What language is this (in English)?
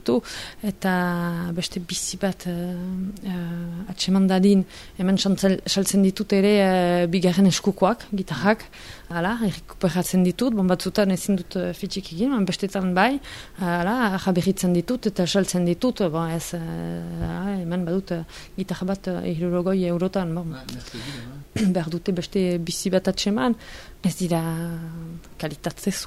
Basque